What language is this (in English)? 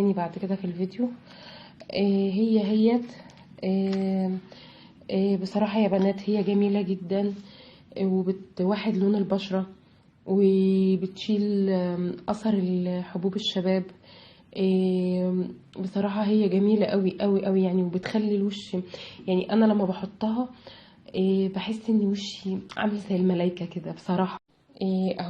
Egyptian Arabic